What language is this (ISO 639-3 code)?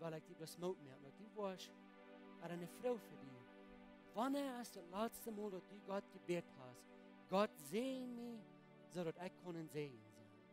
pdt